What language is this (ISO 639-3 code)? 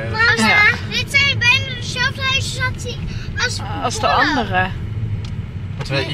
nld